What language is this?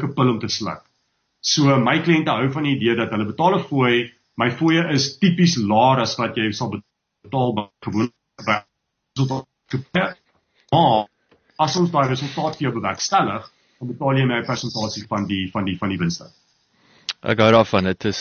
Afrikaans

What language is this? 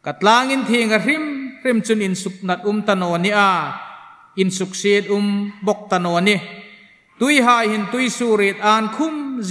Hmar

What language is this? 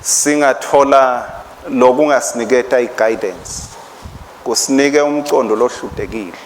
Swati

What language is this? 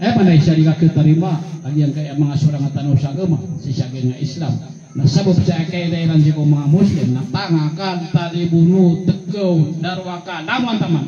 Maranao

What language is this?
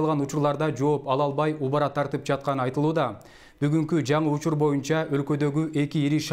Kyrgyz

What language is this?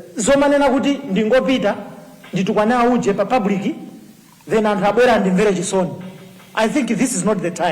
Nyanja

